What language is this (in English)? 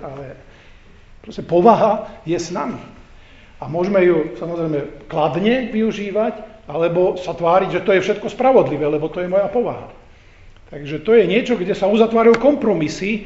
Slovak